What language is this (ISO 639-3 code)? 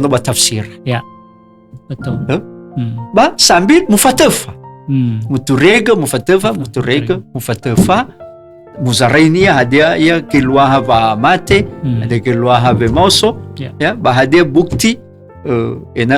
nia